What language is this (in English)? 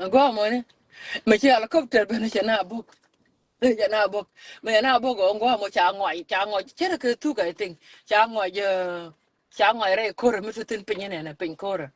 Nuer